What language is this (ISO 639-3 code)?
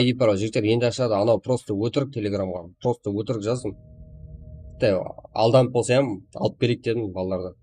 kaa